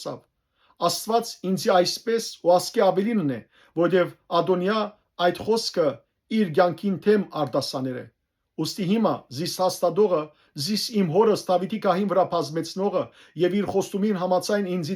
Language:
Western Armenian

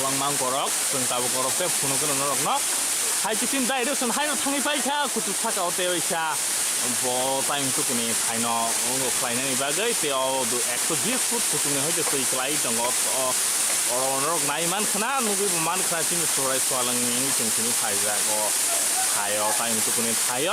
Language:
Kok Borok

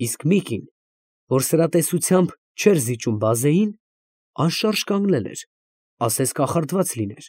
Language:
Armenian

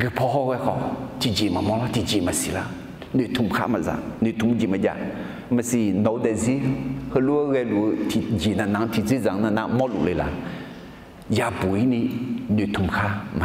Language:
Akha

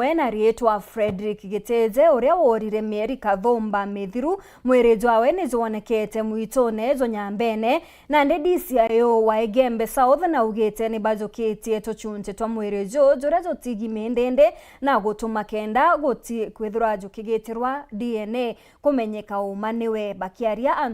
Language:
Meru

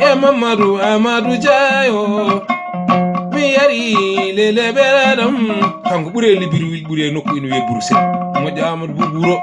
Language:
Fula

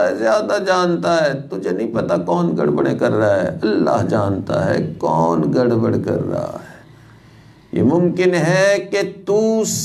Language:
Urdu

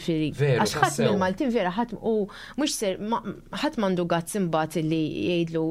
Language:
Maltese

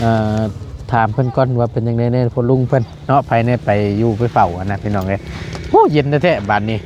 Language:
Northeastern Thai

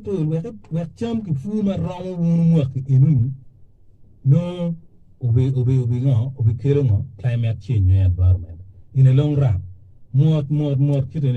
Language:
Acoli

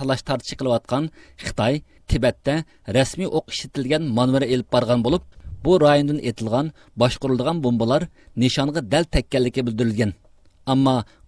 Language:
Uyghur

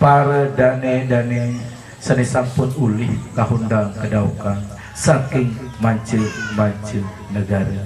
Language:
Sasak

